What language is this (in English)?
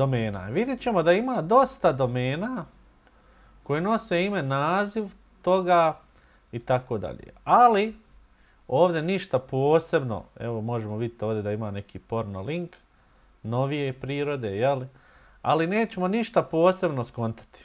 Bosnian